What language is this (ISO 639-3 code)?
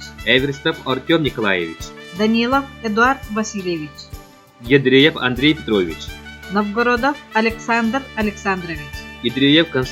sah